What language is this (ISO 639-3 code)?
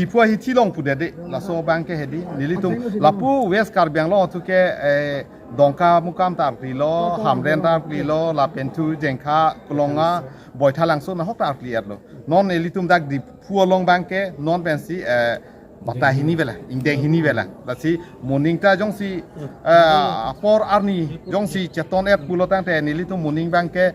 mjw